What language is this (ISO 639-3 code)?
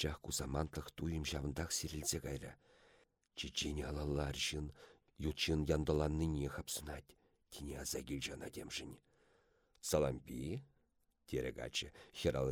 chv